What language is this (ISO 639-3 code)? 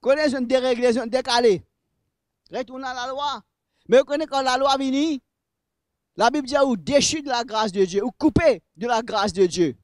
mfe